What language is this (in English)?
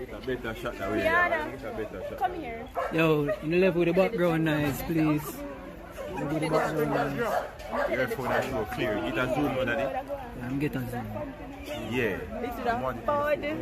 Jamaican Creole English